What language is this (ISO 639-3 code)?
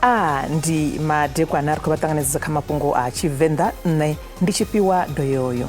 ven